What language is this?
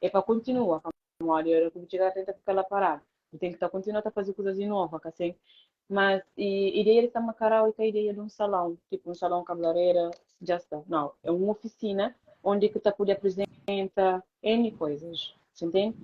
Kabuverdianu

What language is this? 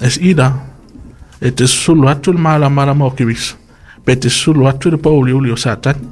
Samoan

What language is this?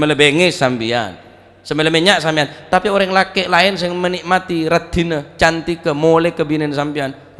Madurese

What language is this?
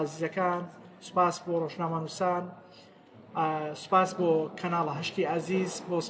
Central Kurdish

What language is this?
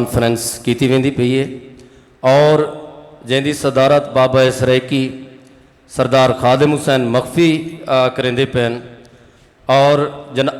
Saraiki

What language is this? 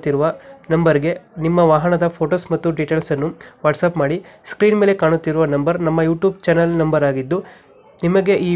Kannada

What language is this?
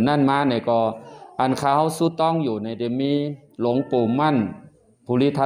Shan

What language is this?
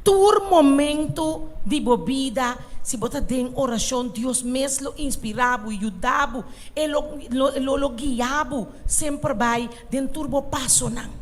Papiamento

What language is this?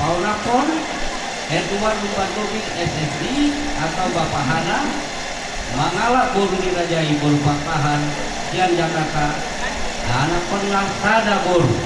Batak Toba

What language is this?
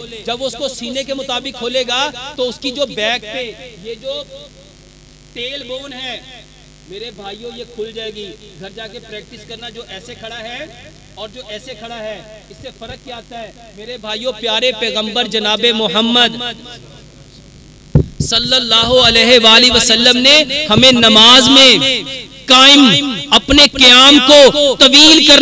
Hindi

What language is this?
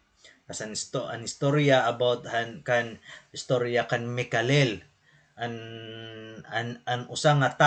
Waray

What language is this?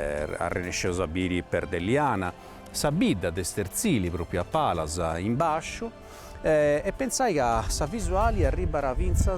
Sardinian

